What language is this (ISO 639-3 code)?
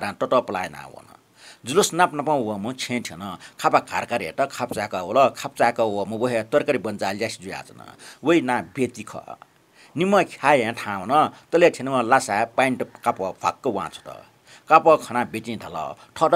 new